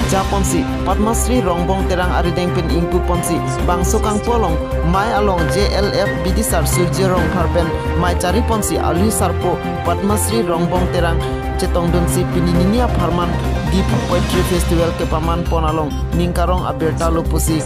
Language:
Karbi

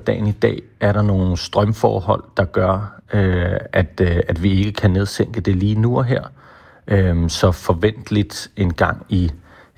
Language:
Danish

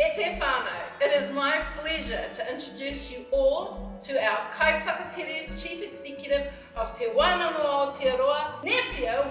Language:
Māori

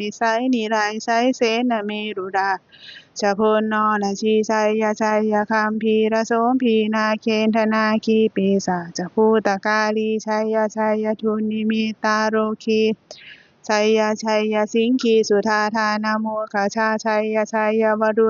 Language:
Pali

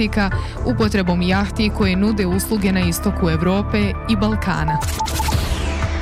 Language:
Bosnian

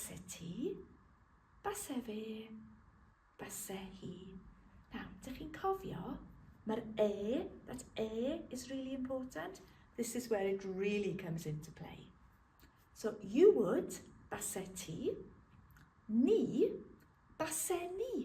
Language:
Welsh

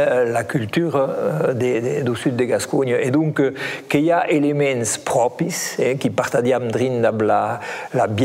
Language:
Occitan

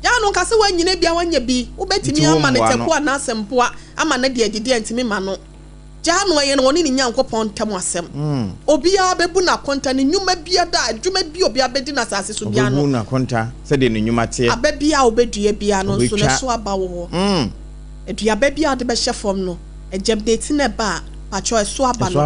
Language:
Akan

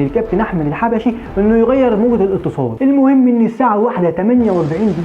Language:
Egyptian Arabic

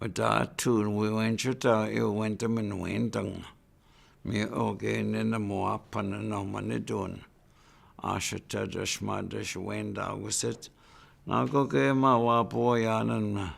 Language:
Chippewa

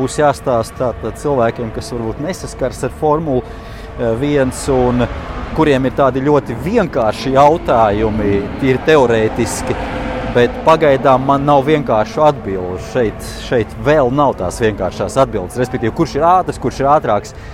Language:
Latvian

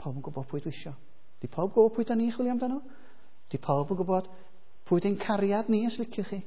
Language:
Welsh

